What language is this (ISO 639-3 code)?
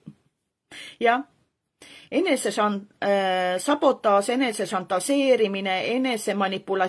est